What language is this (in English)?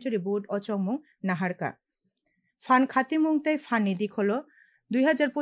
Kok Borok